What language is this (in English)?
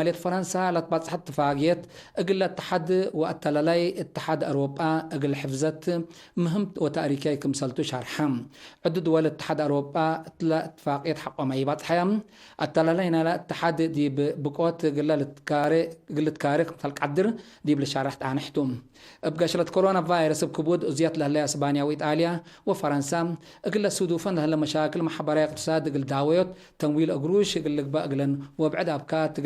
Tigre